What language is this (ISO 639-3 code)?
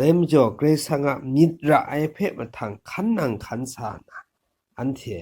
kac